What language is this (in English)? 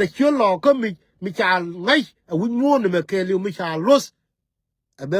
Nuer